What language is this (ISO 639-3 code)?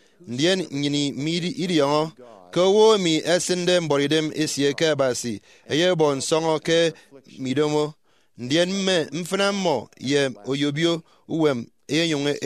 efi